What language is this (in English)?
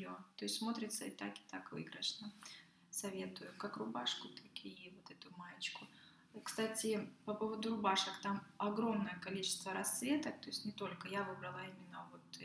Russian